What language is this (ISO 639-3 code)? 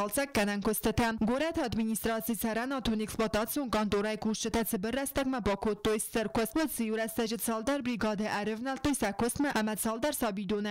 oss